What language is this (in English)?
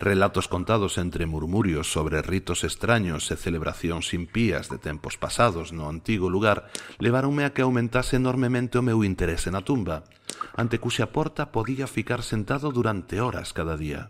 Galician